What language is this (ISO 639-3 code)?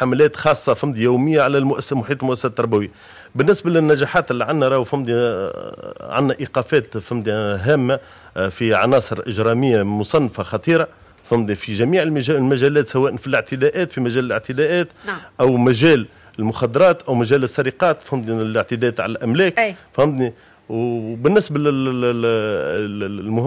aeb